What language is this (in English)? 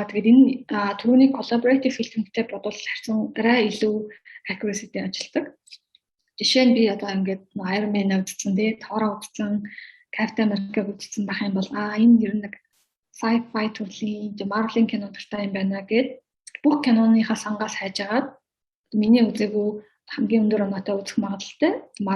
Mongolian